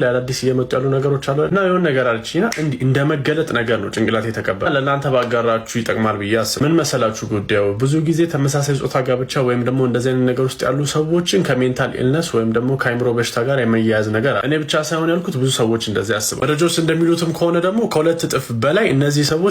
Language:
Amharic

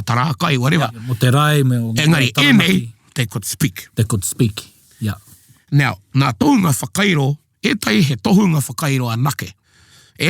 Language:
Māori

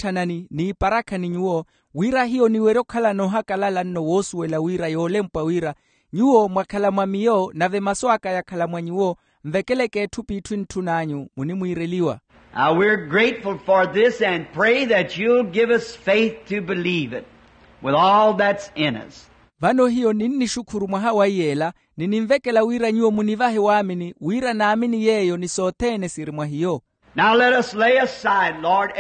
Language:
Makhuwa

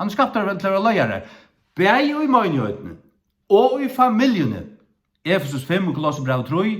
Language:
Faroese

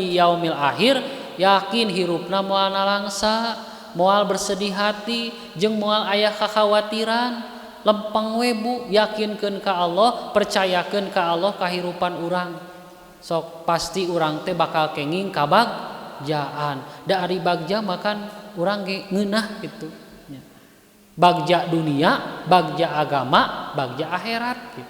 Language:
Sundanese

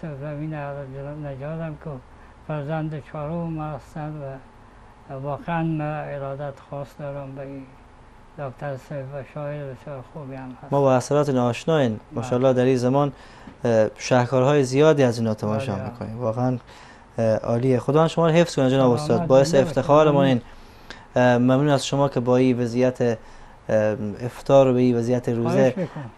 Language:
Persian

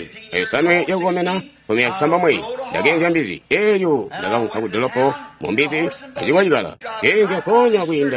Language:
Tonga (Zambia)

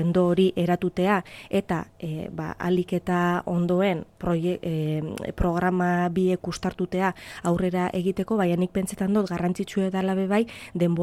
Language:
Basque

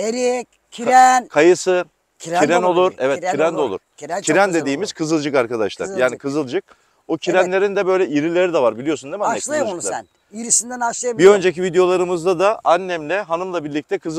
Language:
Turkish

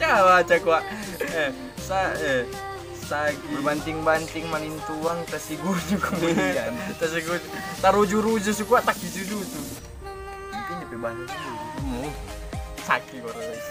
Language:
Manado Malay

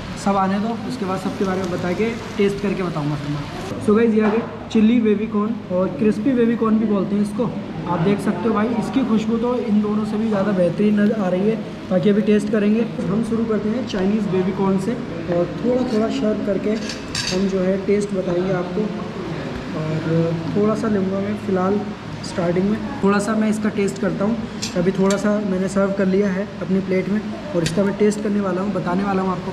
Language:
Hindi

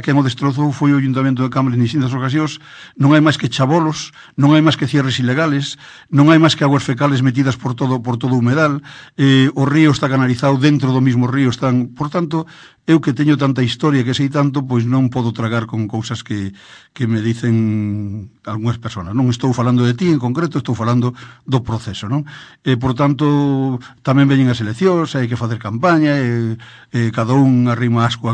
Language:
Galician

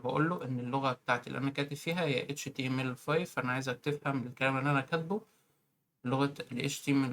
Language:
Egyptian Arabic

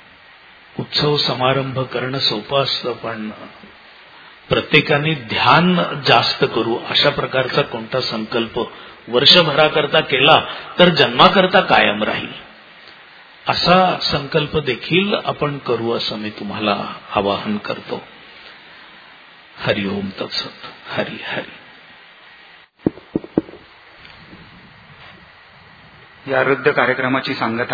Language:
Marathi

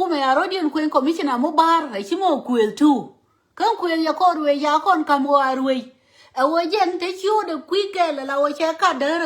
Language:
Nuer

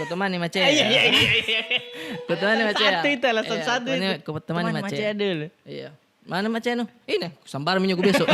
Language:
Makassar Malay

